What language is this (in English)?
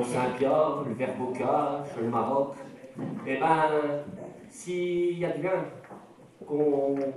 Picard